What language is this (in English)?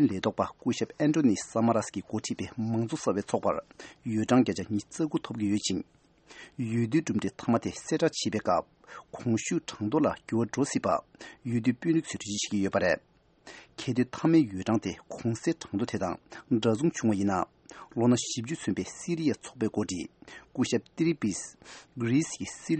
Tibetan